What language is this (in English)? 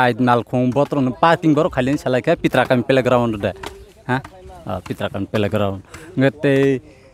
Kok Borok